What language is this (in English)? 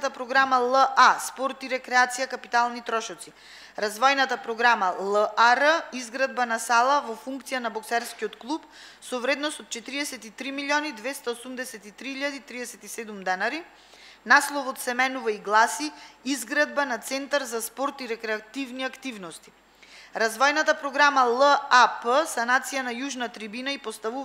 Macedonian